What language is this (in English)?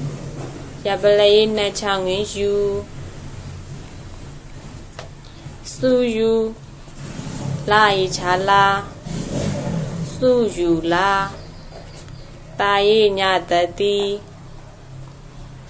Burmese